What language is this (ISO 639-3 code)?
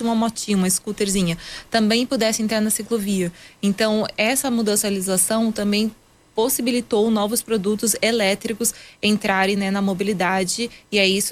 por